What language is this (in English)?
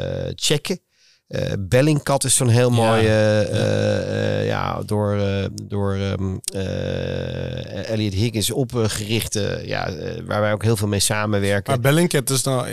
Dutch